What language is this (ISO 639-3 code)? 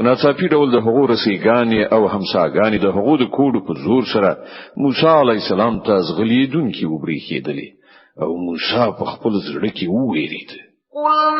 pus